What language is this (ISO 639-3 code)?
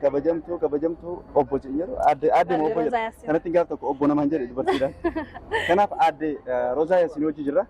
orm